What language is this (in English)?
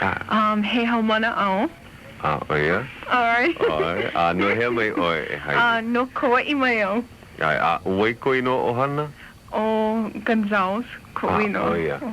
Hawaiian